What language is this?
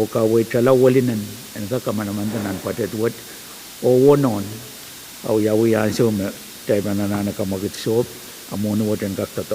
Pohnpeian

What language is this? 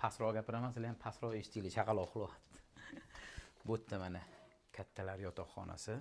Uzbek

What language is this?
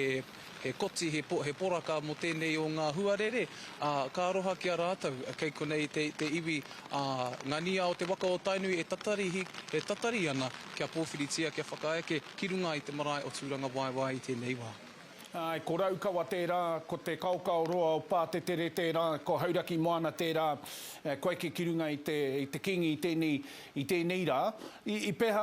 Māori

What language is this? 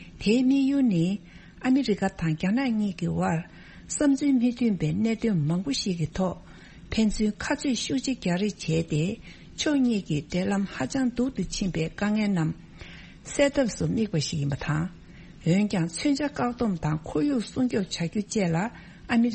Tibetan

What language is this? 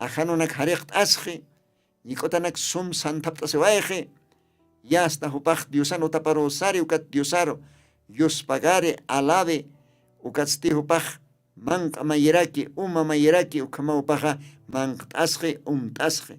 Aymara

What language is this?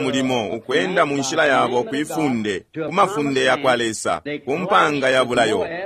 Bemba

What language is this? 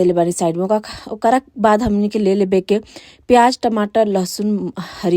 Bhojpuri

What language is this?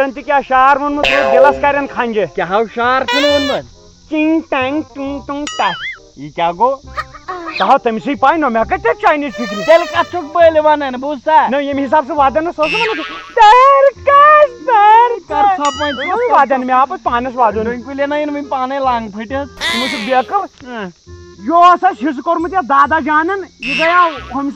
Kashmiri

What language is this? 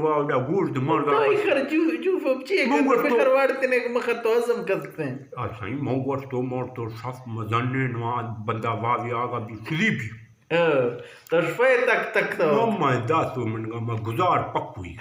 Eastern Balochi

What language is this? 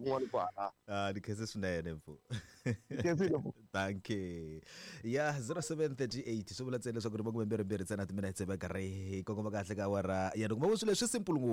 Tsonga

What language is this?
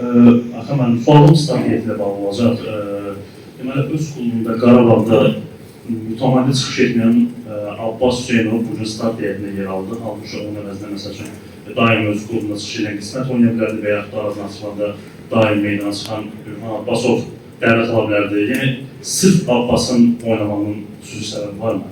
Azerbaijani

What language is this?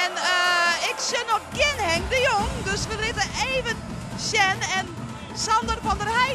Western Frisian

